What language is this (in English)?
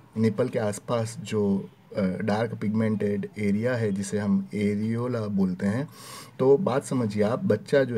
Hindi